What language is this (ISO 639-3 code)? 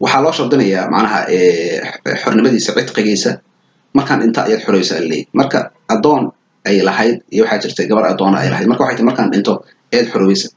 som